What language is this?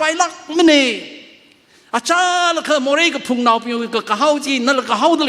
Tangkhul Naga (India)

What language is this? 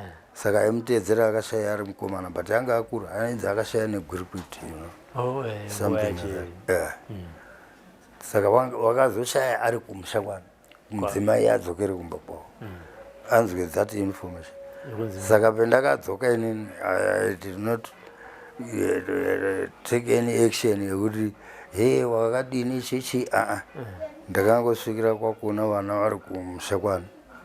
Shona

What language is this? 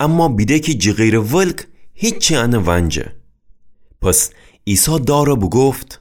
Gilaki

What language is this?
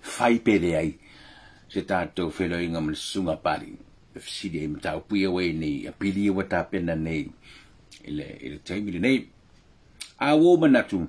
Samoan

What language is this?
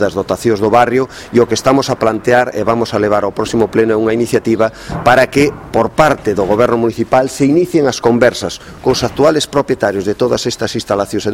Galician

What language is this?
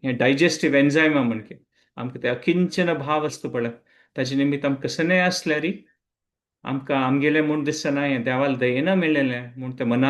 Konkani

